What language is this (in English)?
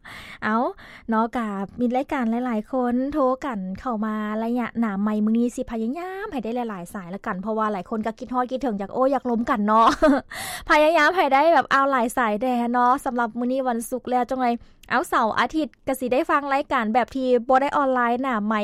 Lao